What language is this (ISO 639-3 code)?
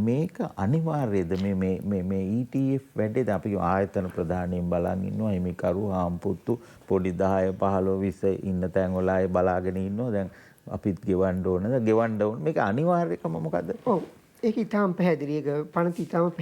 sin